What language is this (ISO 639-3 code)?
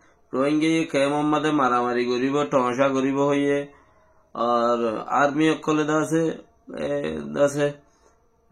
rhg